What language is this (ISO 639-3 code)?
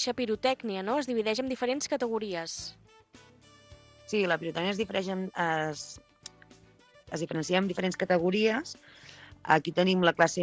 cat